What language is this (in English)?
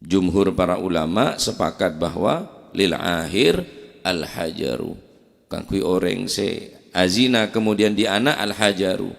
Madurese